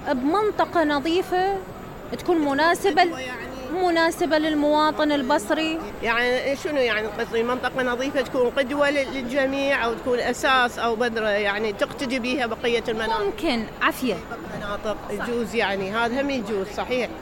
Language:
Mesopotamian Arabic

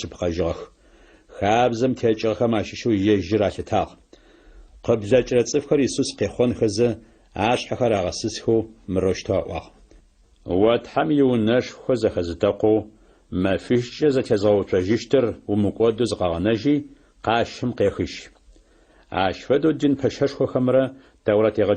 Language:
Adyghe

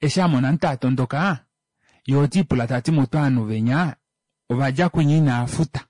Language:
Kuanyama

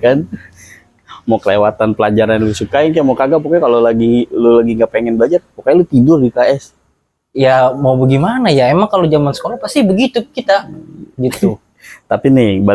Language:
Betawi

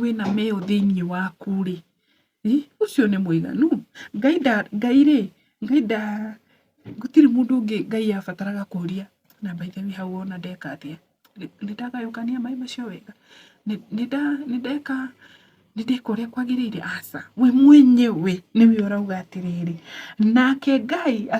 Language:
Kikuyu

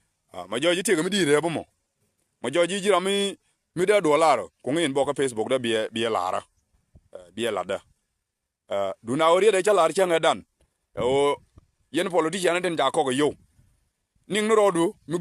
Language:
Nuer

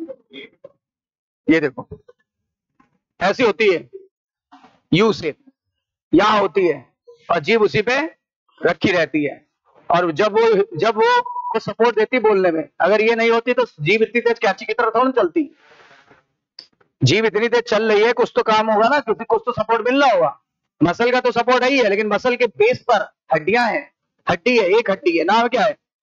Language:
Hindi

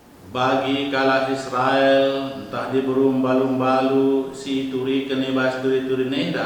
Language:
Batak Karo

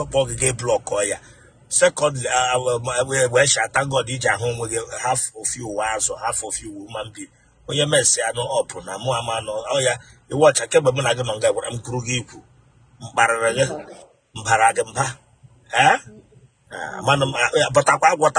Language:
Igbo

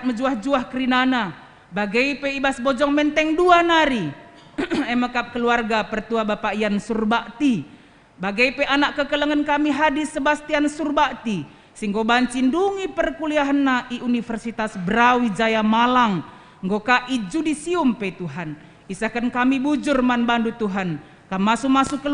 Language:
Batak Karo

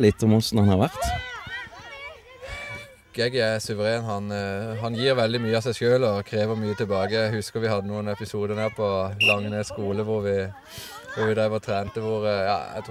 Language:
Norwegian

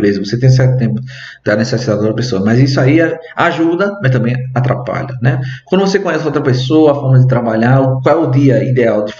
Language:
Portuguese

